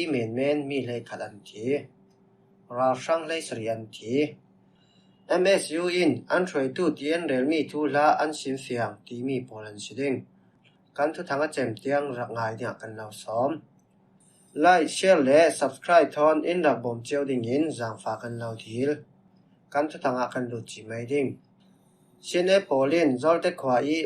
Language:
Falam Chin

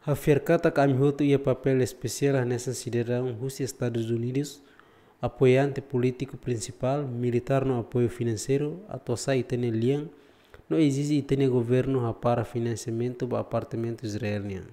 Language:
Tetum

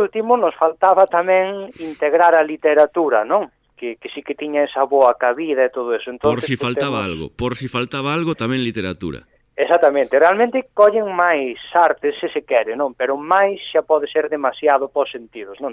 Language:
Galician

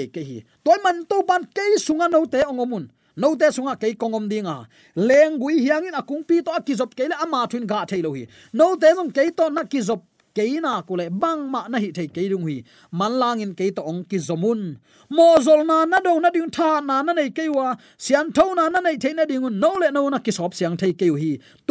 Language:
Tedim Chin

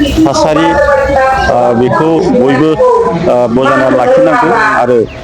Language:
Bodo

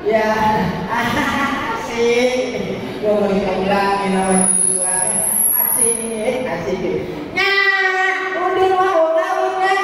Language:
Betawi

